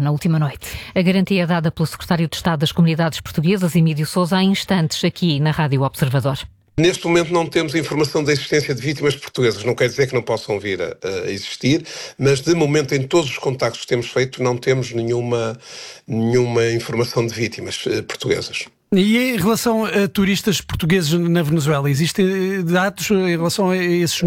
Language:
Portuguese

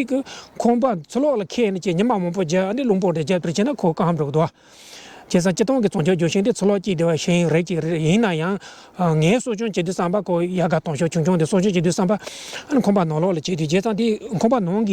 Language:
Tibetan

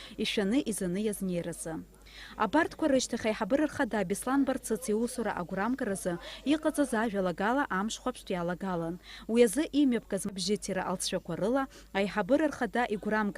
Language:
Abkhazian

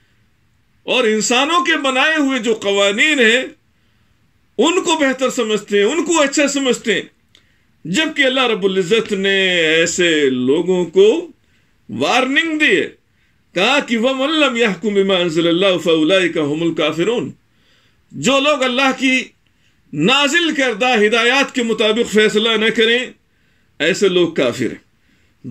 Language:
Urdu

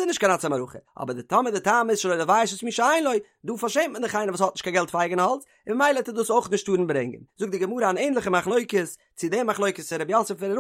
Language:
Yiddish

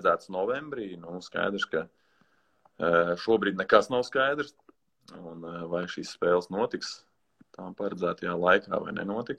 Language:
Latvian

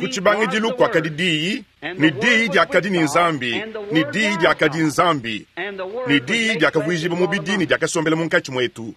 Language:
Luba-Lulua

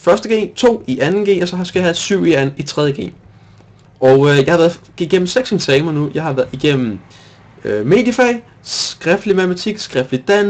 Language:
Danish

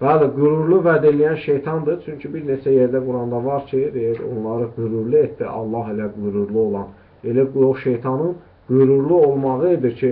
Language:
Azerbaijani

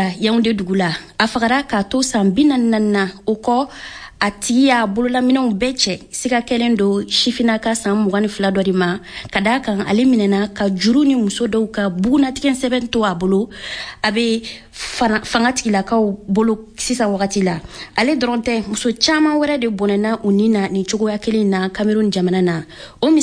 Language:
Bambara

